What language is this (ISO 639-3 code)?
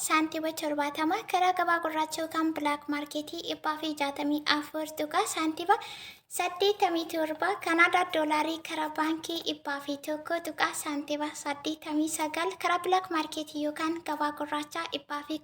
orm